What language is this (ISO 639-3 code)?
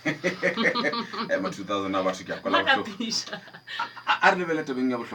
nso